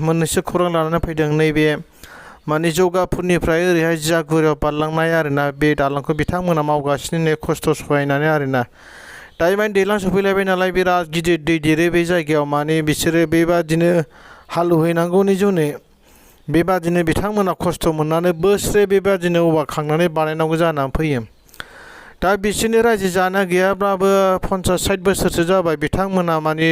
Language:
Bodo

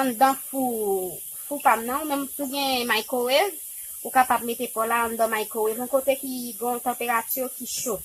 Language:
Haitian Creole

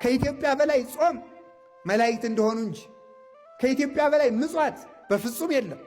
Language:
Amharic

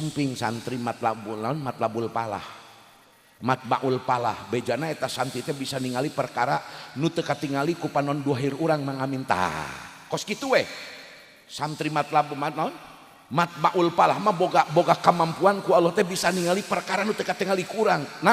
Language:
Sundanese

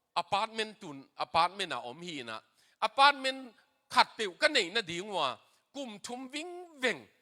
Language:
Tedim Chin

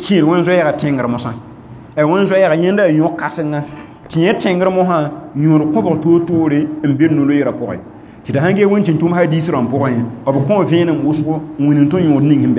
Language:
Mossi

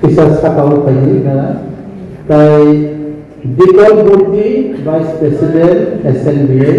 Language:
Kok Borok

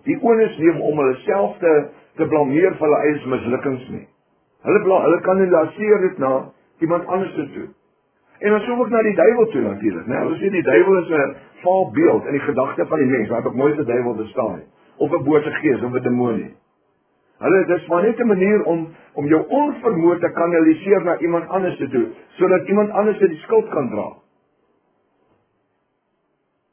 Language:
Afrikaans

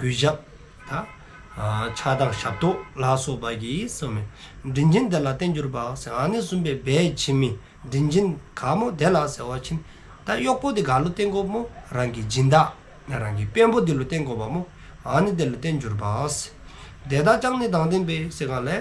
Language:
Dzongkha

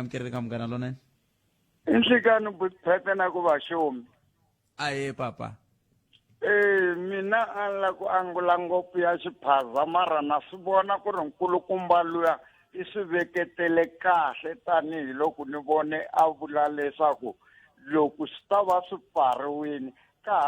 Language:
Tsonga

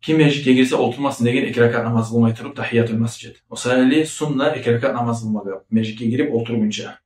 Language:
Kumyk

